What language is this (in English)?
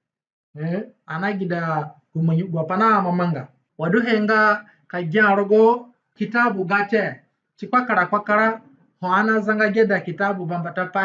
Zande (individual language)